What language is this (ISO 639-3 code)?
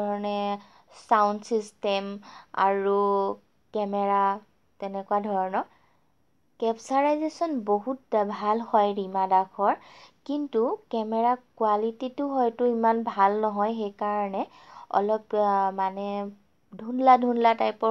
asm